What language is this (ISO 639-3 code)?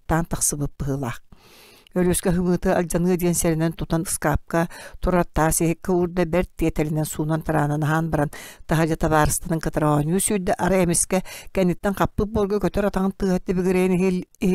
sah